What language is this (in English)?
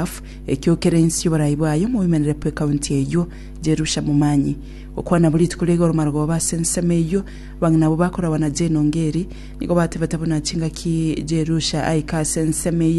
Gusii